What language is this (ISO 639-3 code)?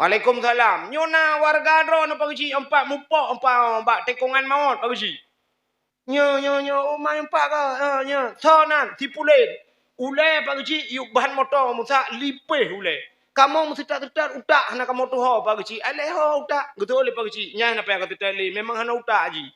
ace